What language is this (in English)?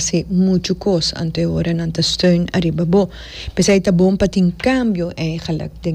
Papiamento